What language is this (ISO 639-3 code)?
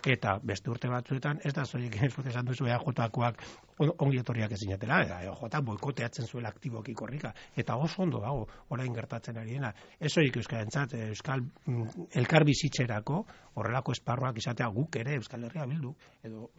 eus